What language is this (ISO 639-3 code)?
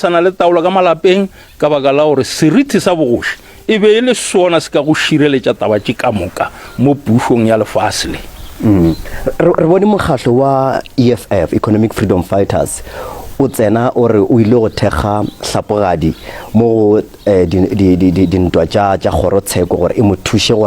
nso